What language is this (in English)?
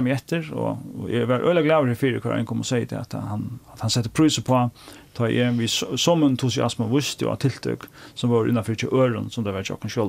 Faroese